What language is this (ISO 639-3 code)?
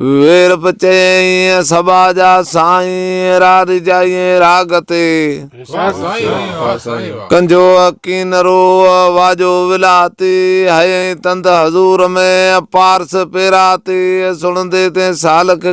snd